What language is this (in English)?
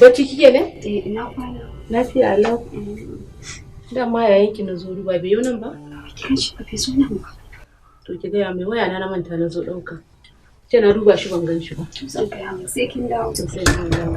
Hausa